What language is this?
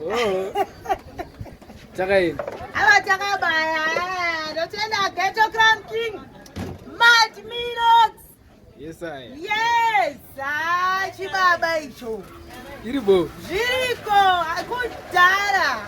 Shona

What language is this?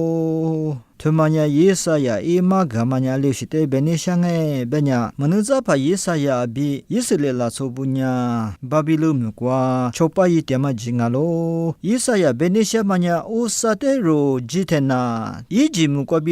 Lisu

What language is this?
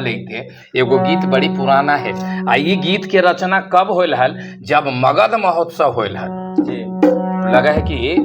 Magahi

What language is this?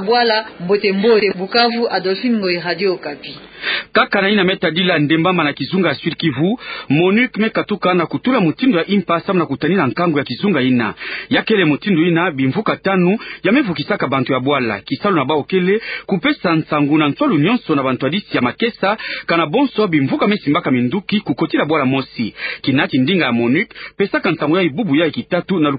Kituba (Democratic Republic of Congo)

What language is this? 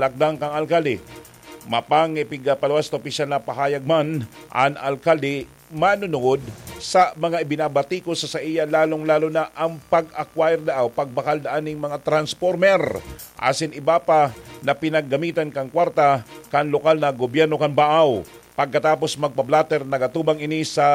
Bikol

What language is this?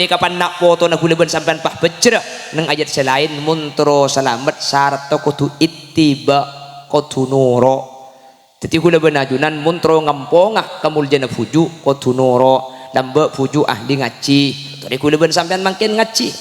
Madurese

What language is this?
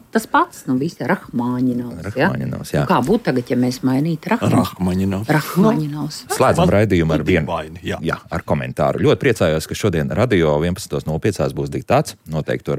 Latvian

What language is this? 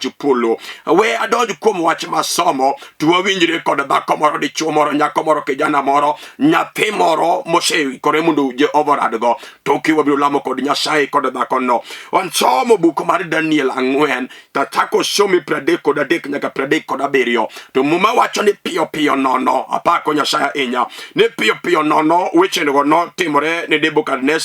Luo (Kenya and Tanzania)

